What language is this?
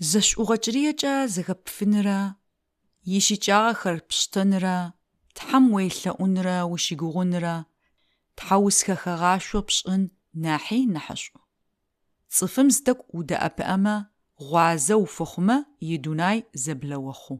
Adyghe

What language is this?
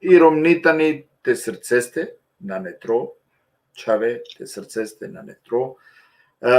Balkan Romani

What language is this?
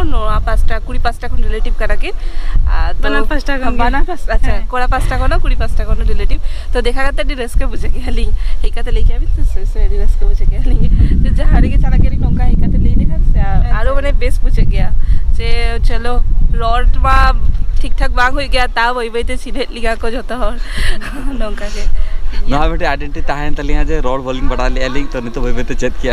Santali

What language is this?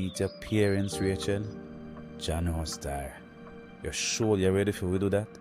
Jamaican Creole English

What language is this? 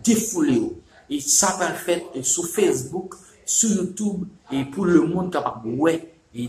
Haitian Creole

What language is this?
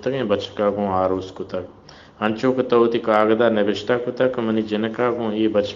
Baluchi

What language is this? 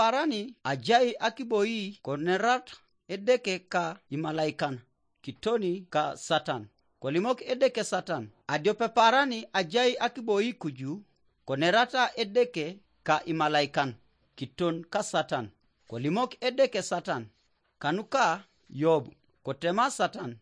Teso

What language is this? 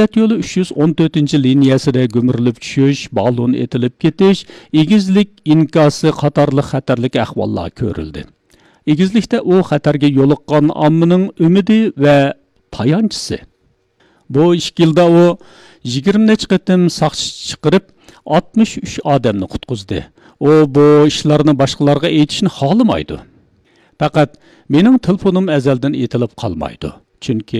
Uyghur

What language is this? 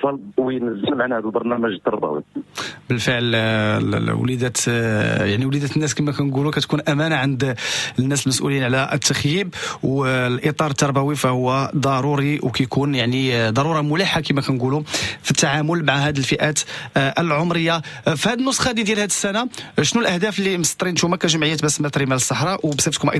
Moroccan Arabic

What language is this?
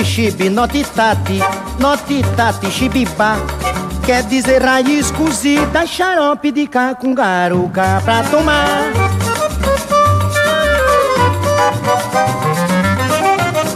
Portuguese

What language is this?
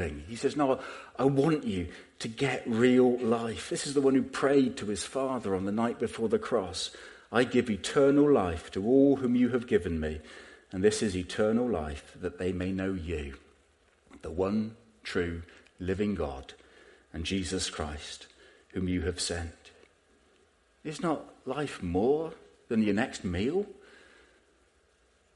English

